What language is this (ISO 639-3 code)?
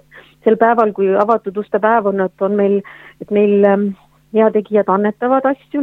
est